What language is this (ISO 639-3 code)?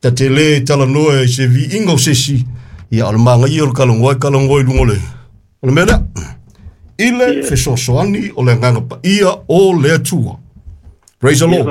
smo